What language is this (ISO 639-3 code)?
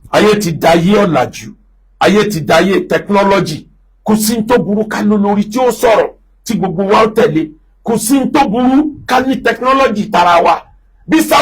yor